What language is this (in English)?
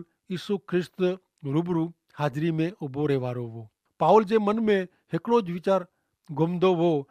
Kachhi